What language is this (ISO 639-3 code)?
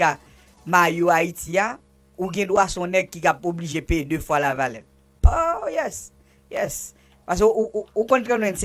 hat